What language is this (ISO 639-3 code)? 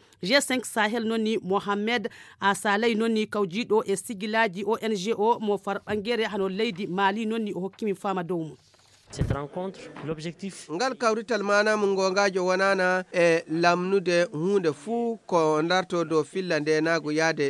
ful